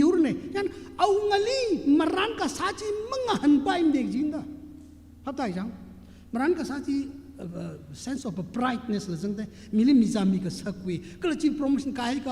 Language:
Tangkhul Naga (India)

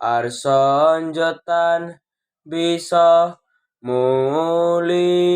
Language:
Javanese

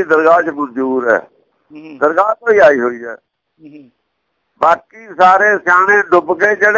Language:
Punjabi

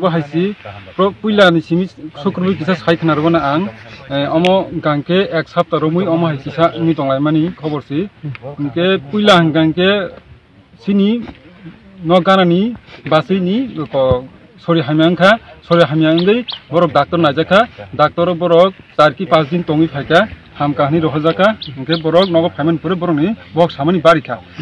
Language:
Kok Borok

